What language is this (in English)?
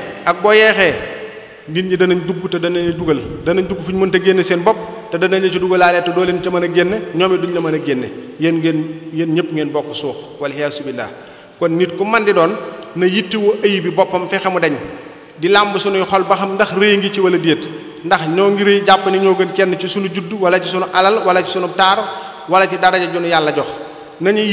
Wolof